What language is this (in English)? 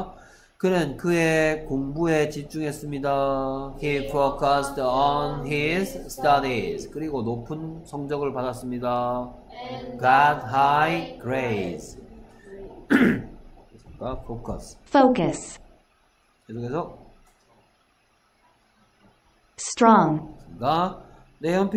Korean